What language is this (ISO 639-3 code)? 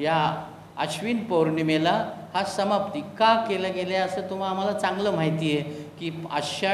mar